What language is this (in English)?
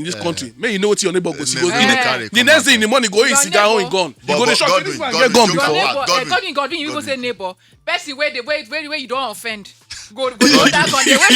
Nigerian Pidgin